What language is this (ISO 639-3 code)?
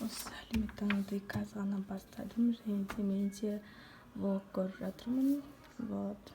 kaz